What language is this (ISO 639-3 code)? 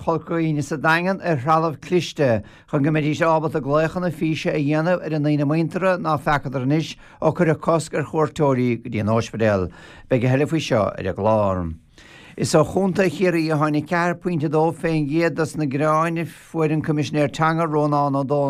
gle